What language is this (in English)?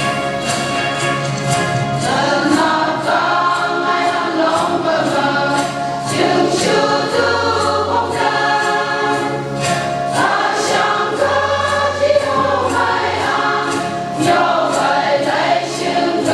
Phom Naga